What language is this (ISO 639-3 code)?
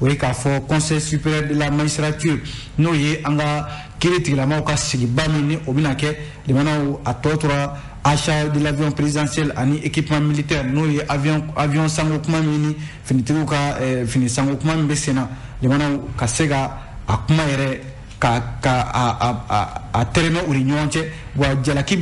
bam